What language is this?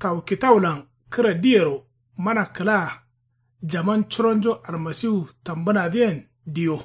Kanuri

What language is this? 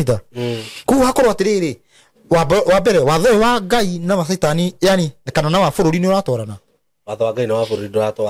Kikuyu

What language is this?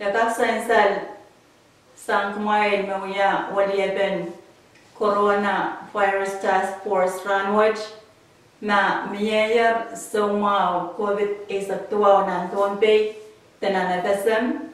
Pohnpeian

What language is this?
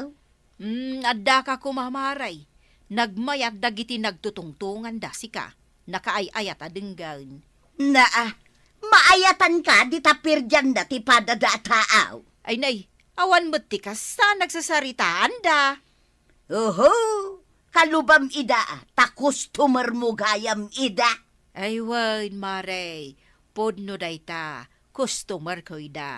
Iloko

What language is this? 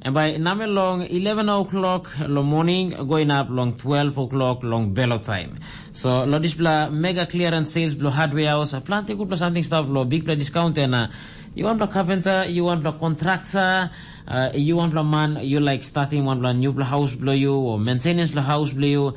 Tok Pisin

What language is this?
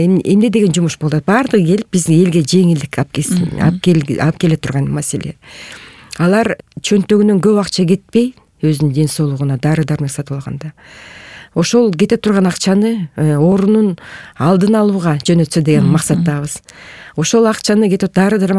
Kyrgyz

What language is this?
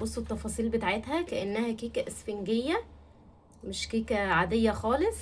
Egyptian Arabic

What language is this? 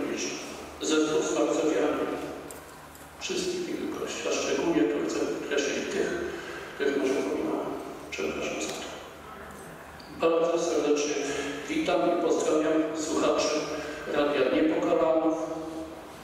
Polish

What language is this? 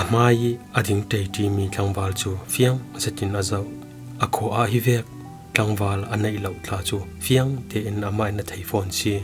Falam Chin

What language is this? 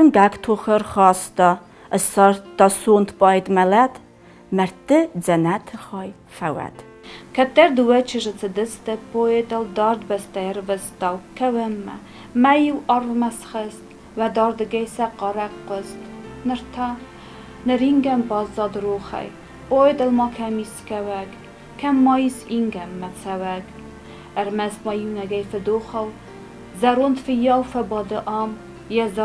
Ossetic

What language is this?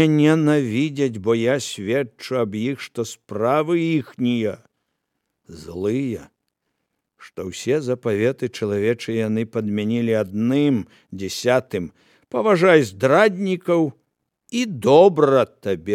Belarusian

